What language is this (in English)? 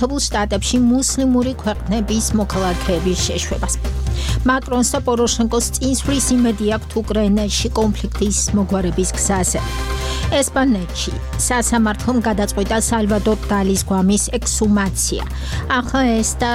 Georgian